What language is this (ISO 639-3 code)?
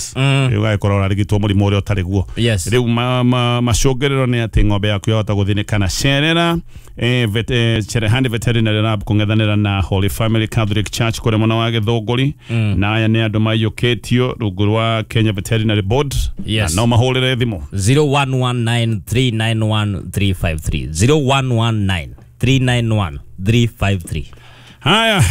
kik